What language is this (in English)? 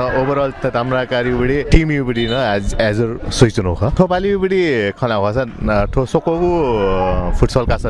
Newari